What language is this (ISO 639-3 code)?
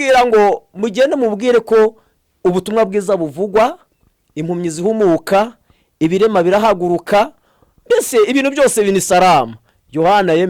kin